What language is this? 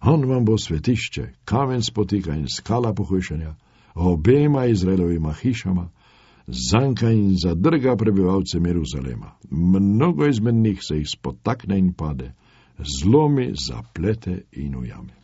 Slovenian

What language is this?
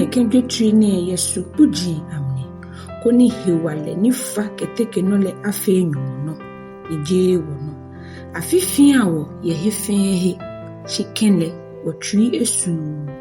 Ga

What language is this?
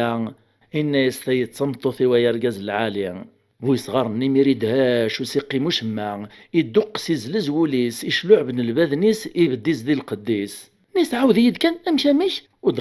Kabyle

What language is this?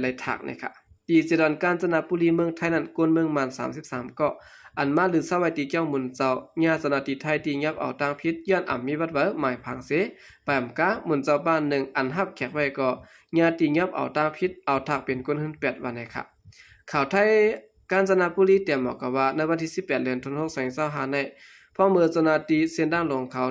Shan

